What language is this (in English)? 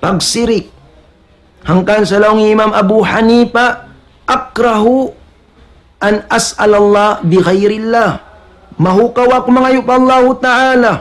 Tausug